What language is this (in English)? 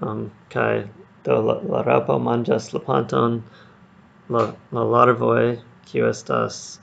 Esperanto